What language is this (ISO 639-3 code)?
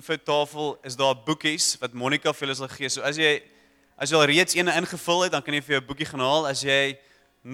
afr